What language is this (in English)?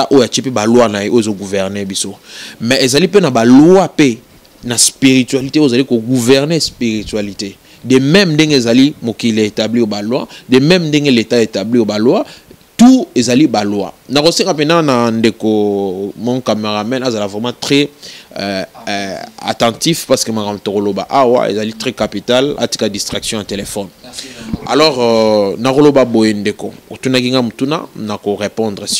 Lingala